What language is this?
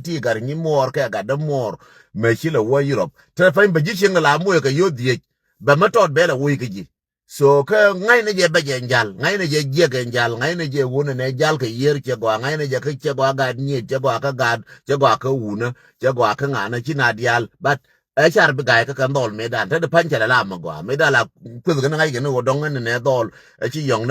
Nuer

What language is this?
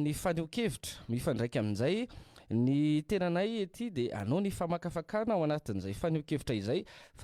Malagasy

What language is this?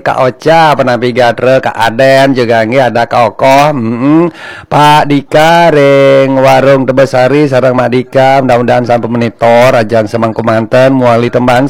Balinese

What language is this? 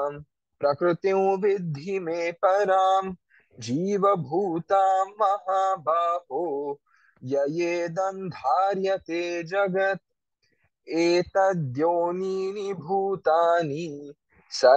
Sanskrit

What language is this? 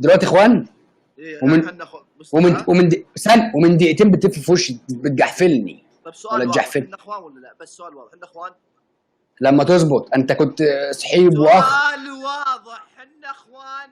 Egyptian Arabic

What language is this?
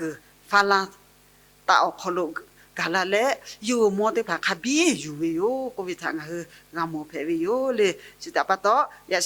Lahu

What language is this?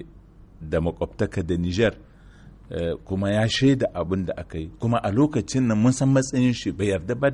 Hausa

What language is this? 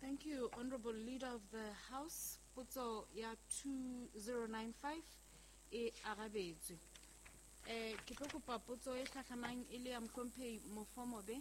Southern Sotho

